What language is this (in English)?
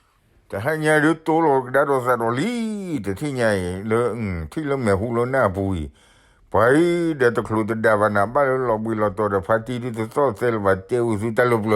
S'gaw Karen